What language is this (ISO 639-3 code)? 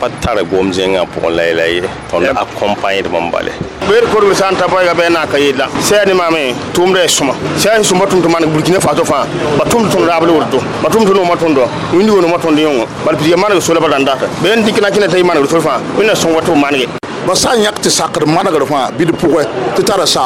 mos